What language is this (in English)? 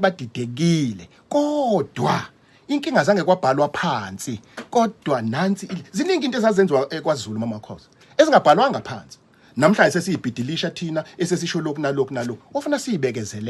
Zulu